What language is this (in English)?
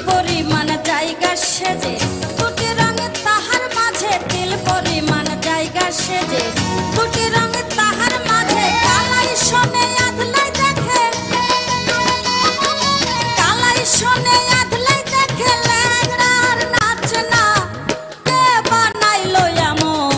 Bangla